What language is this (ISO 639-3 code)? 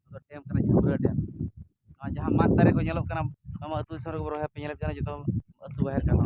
sat